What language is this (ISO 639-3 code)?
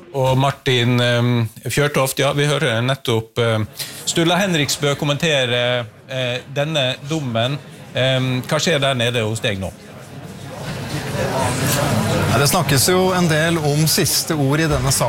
nor